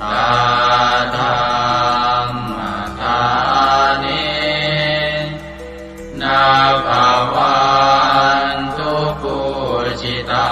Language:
Pali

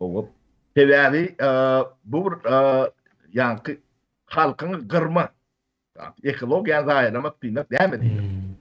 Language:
Turkmen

